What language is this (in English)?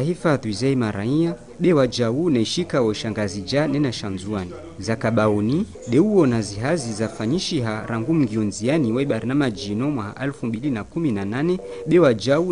Ngazidja Comorian